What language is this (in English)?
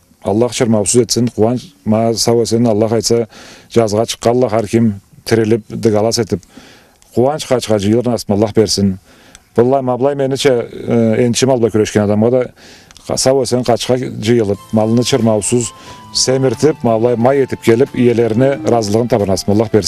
Karachay-Balkar